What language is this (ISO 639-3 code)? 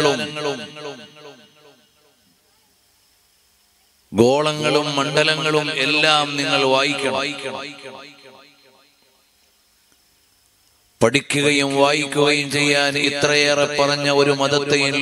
mal